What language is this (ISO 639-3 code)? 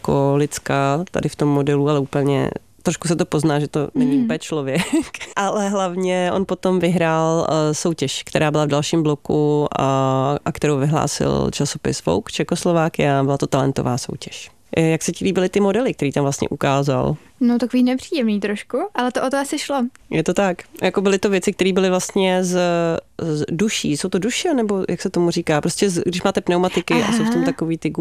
ces